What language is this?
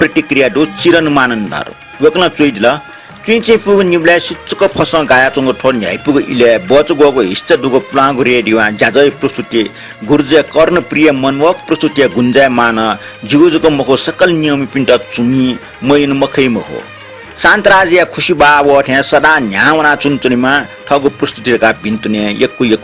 Newari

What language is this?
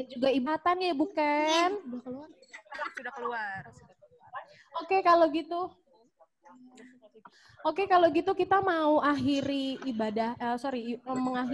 Indonesian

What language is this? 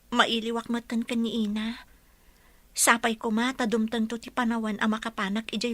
Iloko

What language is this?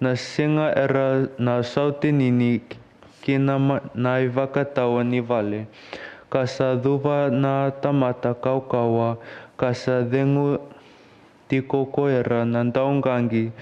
Fijian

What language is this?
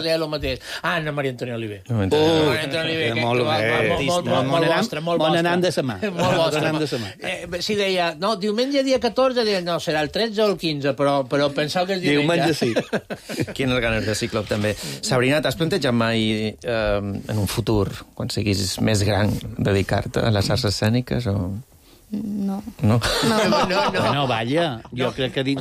Catalan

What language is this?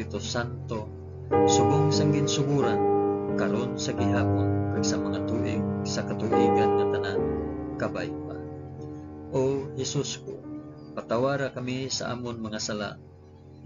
Hiligaynon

